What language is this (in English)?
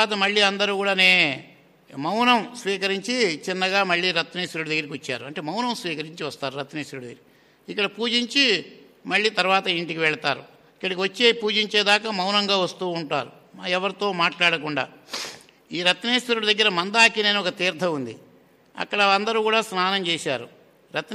Telugu